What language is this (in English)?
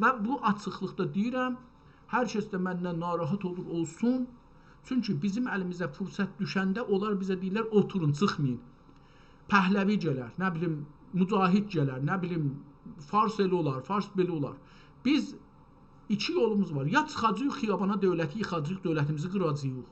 South Azerbaijani